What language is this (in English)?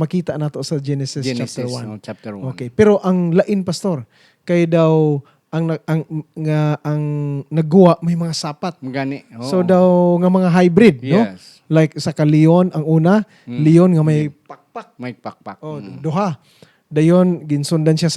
Hiligaynon